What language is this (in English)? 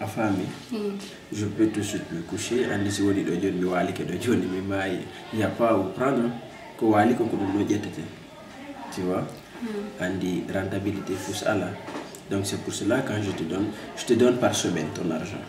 Fula